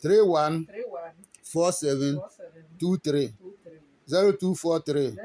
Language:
Adangme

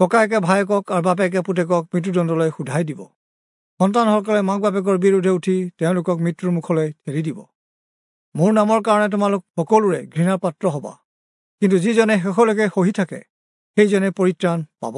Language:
Assamese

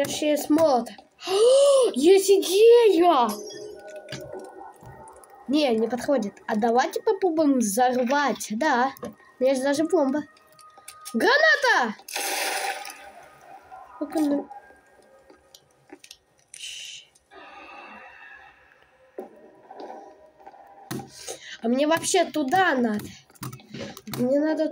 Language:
Russian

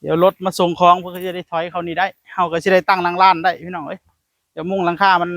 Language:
Northeastern Thai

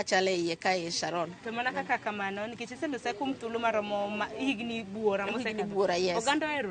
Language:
Luo (Kenya and Tanzania)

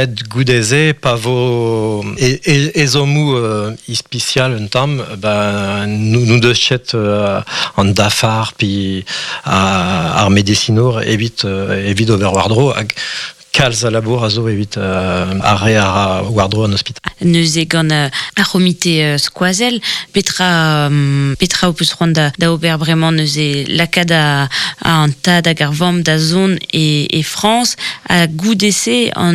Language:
Breton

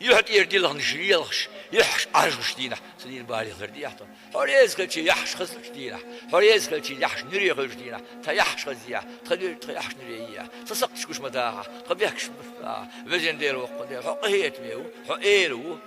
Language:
Chechen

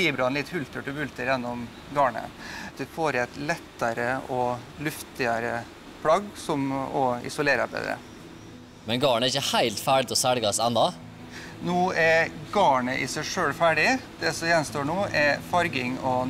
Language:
Norwegian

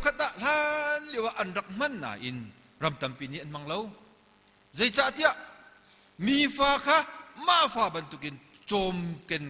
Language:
Hakha Chin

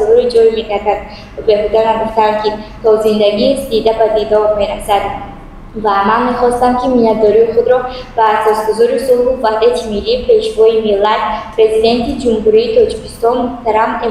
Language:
Tajik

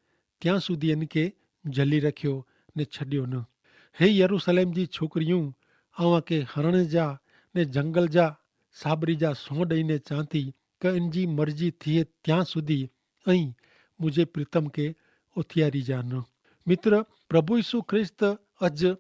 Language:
Kachhi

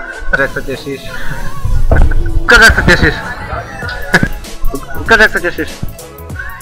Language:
Slovak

